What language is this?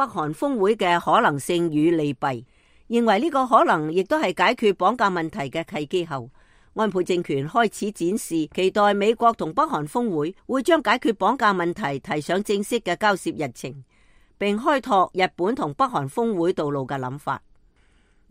Cantonese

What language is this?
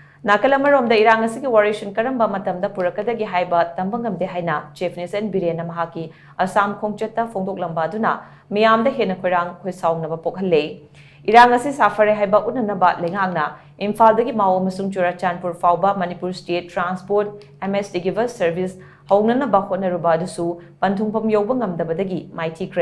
Manipuri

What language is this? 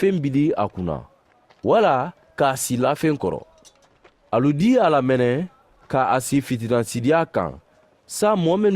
Mandingo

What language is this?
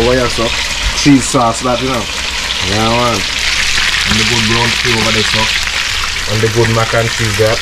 Jamaican Creole English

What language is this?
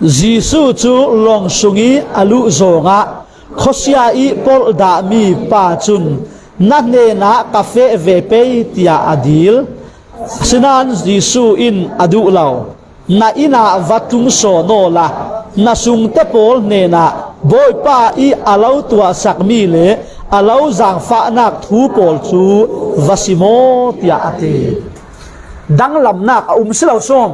Falam Chin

